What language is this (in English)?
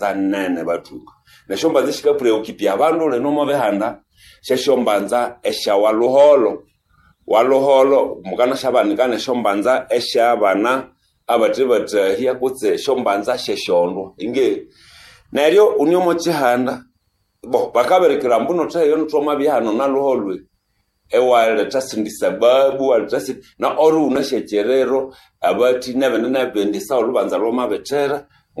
Nande